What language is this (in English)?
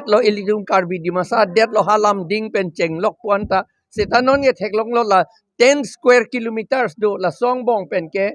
Karbi